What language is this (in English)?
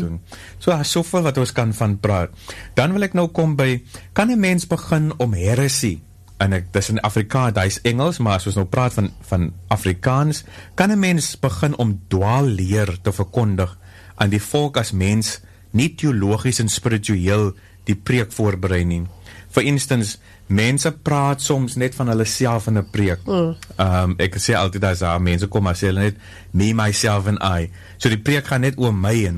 Afrikaans